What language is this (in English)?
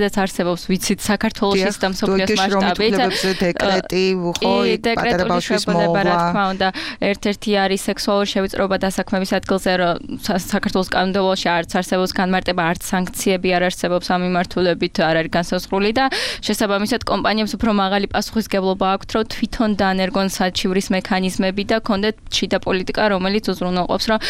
Georgian